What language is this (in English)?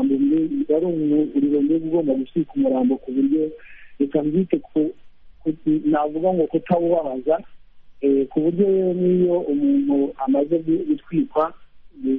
Kinyarwanda